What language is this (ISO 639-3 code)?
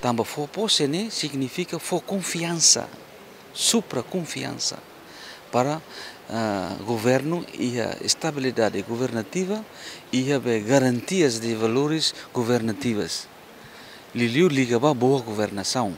tet